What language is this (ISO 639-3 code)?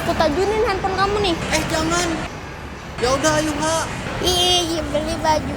bjn